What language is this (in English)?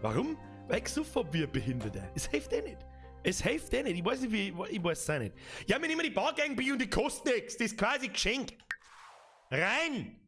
Bavarian